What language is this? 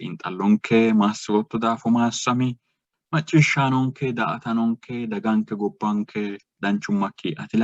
Sidamo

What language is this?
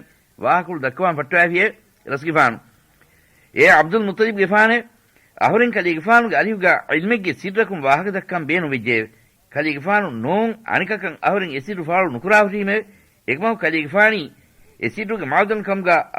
Divehi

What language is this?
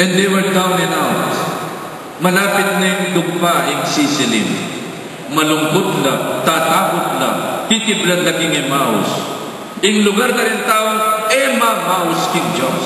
Pampanga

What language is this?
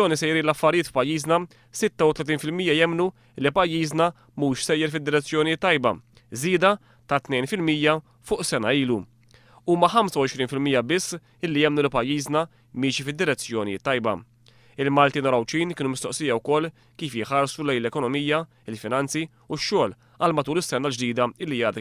Maltese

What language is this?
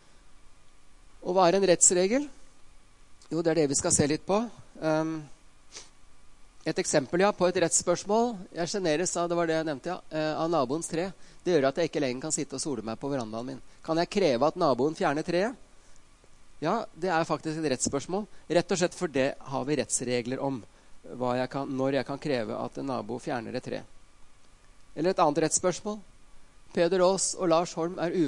Norwegian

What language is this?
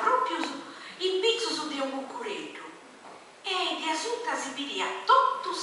Sardinian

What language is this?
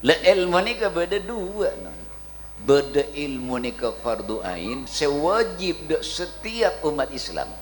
Madurese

